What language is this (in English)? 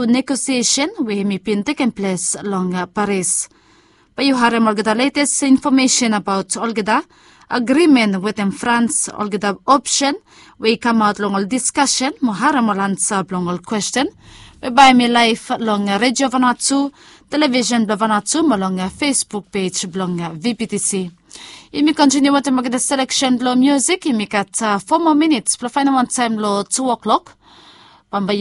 Bislama